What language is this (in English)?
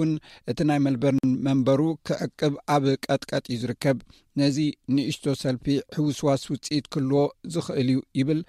Tigrinya